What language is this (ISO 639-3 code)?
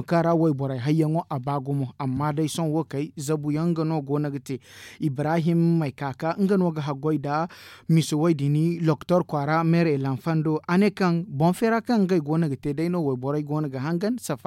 dje